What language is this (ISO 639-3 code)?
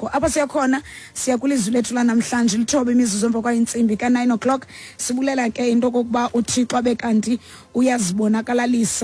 xho